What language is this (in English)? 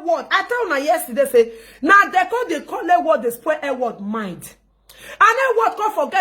Nigerian Pidgin